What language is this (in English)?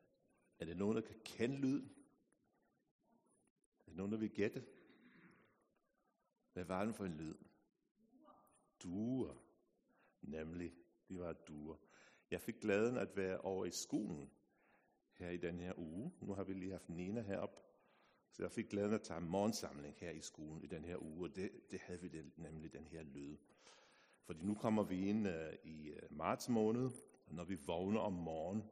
Danish